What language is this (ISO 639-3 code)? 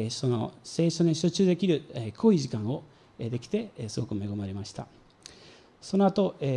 jpn